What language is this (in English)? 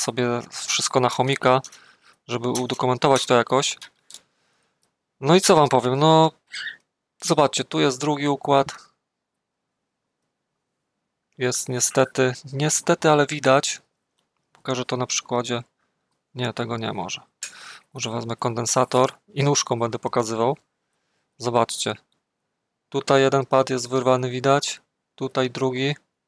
Polish